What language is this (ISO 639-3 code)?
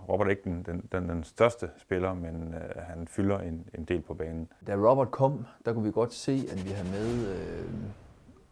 dan